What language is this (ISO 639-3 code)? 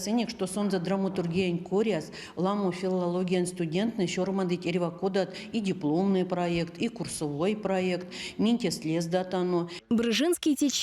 myv